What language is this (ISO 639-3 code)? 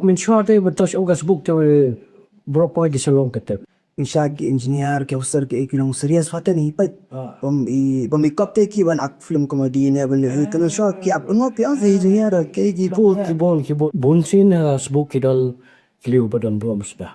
kha